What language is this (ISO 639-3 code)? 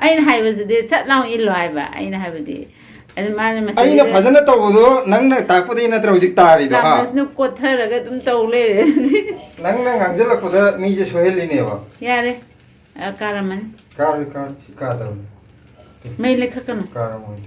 mni